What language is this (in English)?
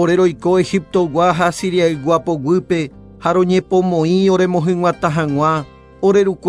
Guarani